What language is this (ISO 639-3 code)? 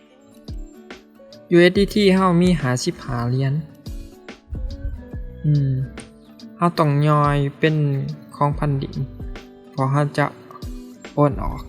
lao